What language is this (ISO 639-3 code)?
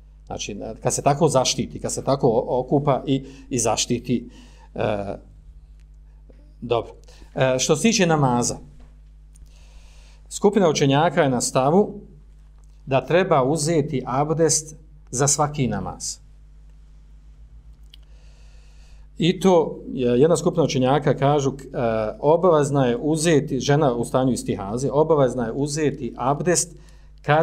bos